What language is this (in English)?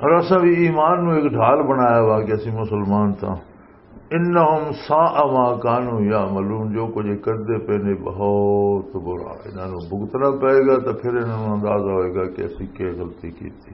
Western Panjabi